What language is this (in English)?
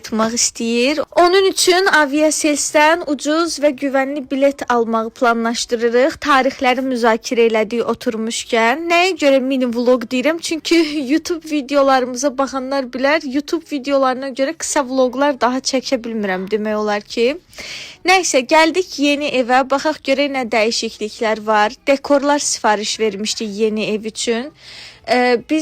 Azerbaijani